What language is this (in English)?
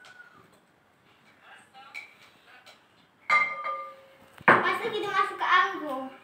Malay